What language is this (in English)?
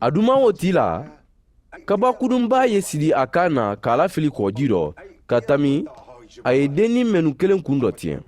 Mandingo